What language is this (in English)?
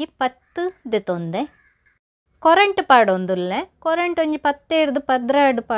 Tulu